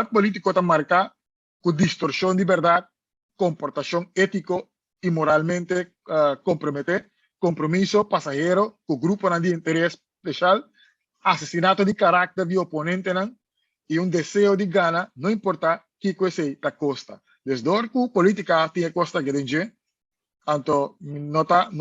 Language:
Papiamento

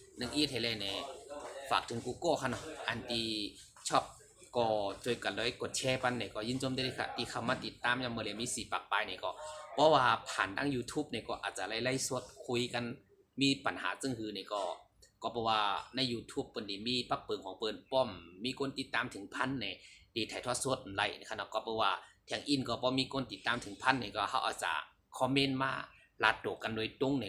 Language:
Shan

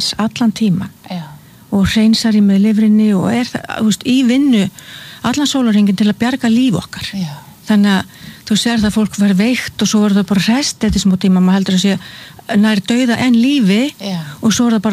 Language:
Icelandic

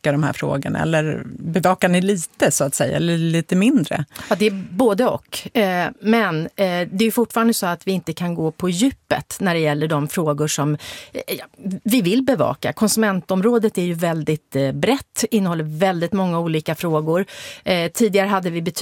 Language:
Swedish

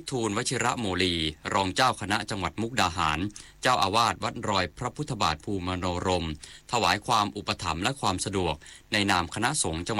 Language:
Thai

